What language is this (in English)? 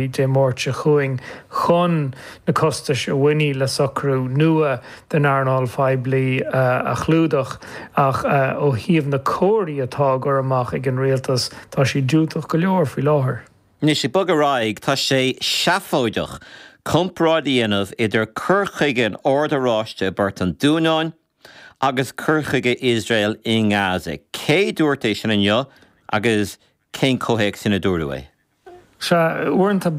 Irish